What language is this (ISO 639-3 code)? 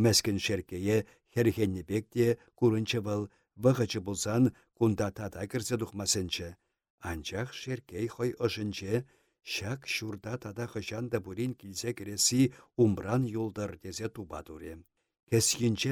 chv